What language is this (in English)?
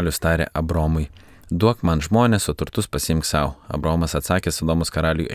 Lithuanian